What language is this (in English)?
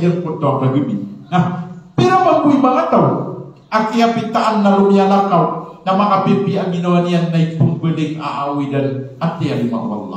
Maranao